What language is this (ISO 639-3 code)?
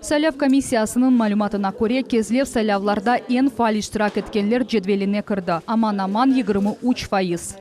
crh